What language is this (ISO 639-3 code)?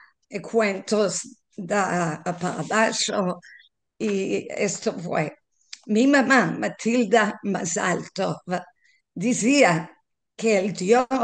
lad